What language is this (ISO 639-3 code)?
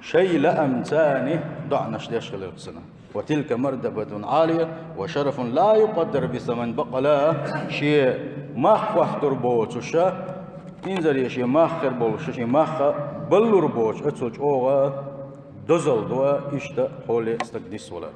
che